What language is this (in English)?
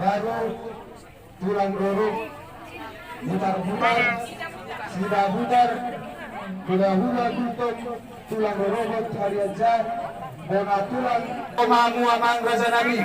Batak Toba